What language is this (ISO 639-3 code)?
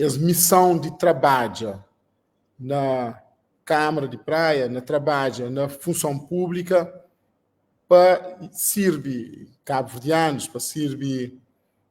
kea